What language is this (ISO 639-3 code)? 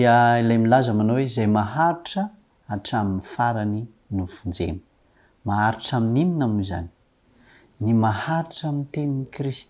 mlg